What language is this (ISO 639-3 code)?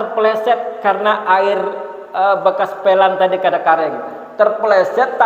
bjn